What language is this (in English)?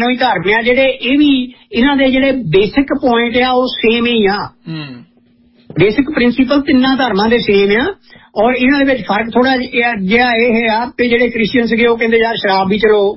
Punjabi